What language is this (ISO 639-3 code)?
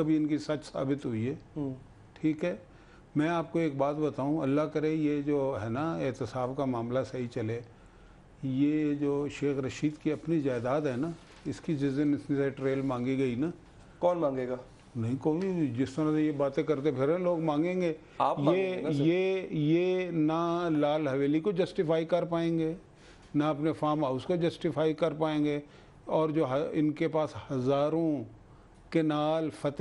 urd